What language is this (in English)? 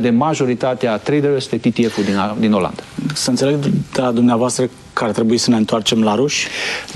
Romanian